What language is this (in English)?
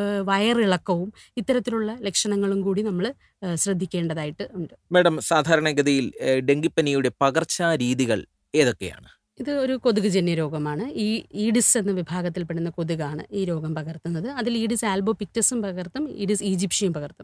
Malayalam